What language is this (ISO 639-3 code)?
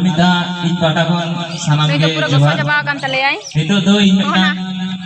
sat